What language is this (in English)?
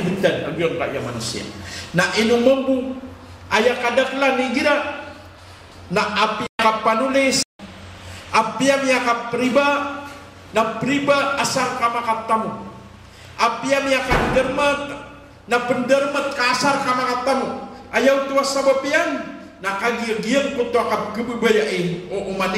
Maranao